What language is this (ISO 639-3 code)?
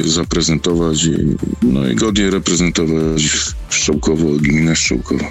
pol